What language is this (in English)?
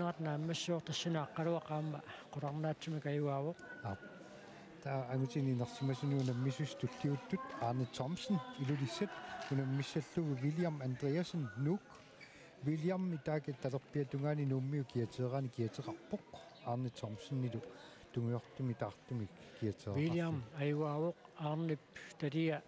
Kalaallisut